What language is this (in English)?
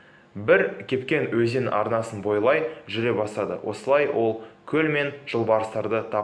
Kazakh